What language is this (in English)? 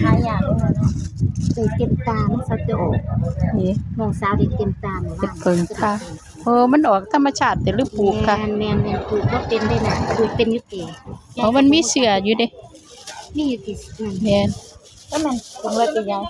Northeastern Thai